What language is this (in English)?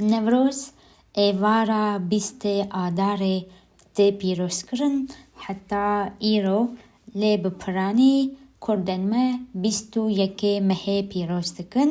Kurdish